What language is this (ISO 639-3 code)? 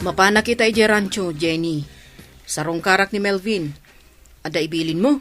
ilo